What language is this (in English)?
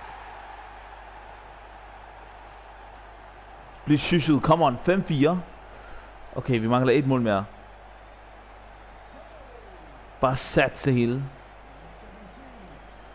Danish